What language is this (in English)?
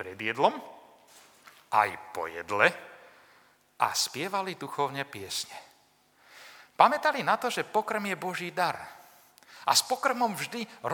Slovak